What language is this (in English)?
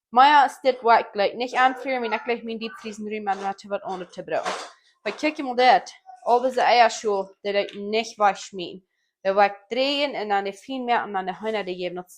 Plautdietsch